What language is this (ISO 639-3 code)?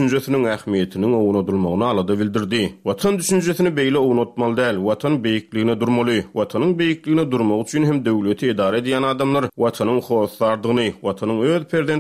tuk